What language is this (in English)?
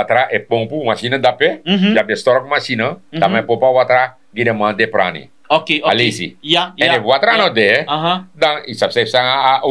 Sranan Tongo